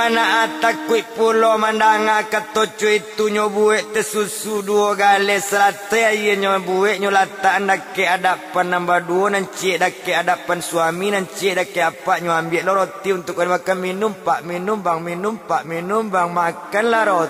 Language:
Minangkabau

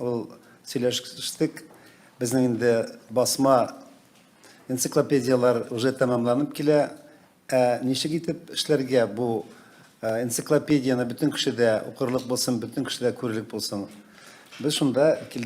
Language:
Tatar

